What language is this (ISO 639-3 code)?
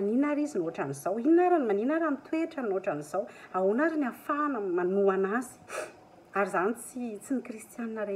mlg